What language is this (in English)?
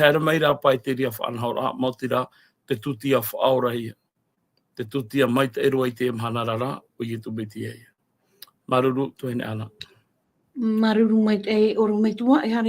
Tahitian